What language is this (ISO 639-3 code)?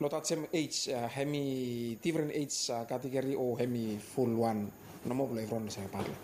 bis